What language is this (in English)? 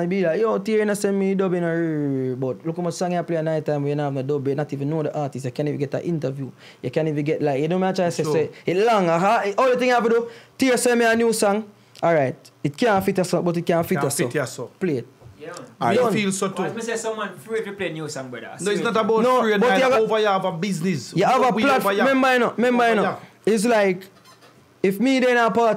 Jamaican Creole English